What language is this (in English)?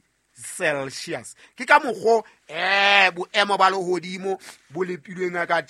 Southern Sotho